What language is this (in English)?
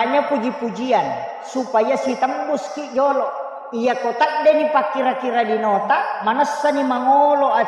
Buginese